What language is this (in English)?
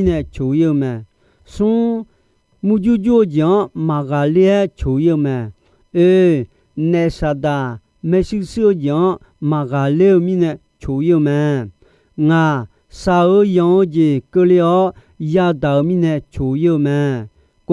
Akha